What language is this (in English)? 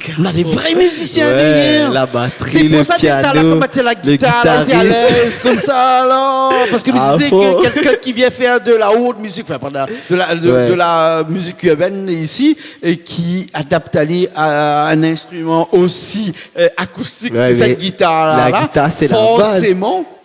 Réunion Creole French